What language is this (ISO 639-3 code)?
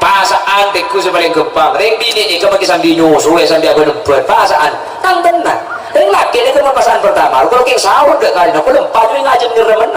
mad